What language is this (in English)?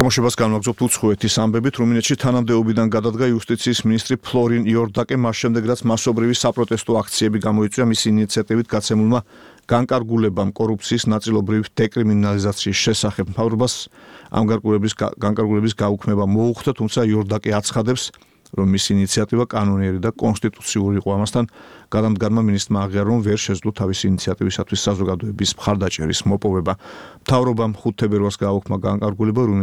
Georgian